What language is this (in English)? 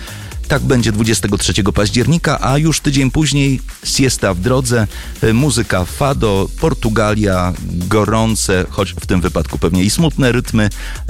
Polish